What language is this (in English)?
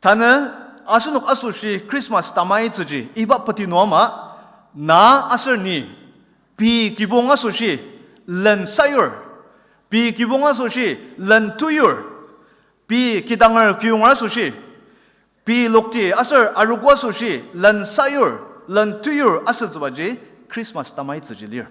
Ao Naga